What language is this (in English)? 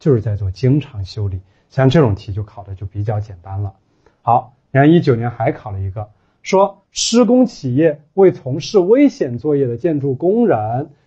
Chinese